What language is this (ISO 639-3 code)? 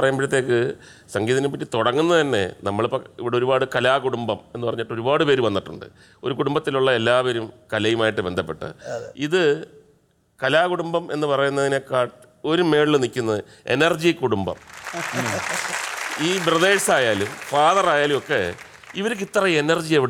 mal